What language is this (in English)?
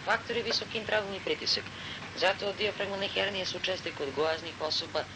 Serbian